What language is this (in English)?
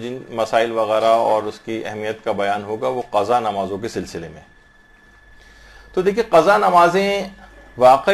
Urdu